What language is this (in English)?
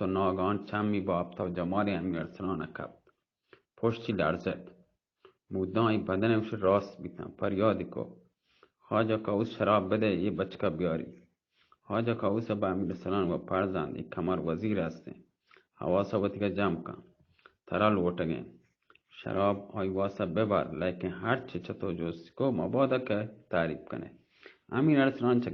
Baluchi